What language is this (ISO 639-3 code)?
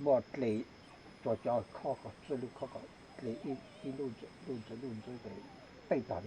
hmn